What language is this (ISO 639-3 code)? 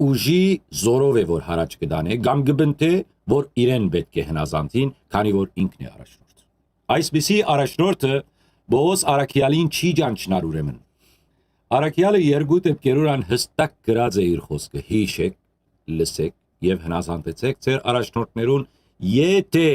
hyw